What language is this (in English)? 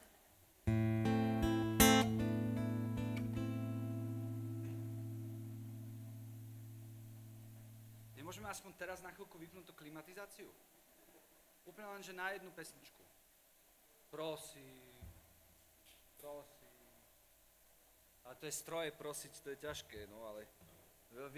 Slovak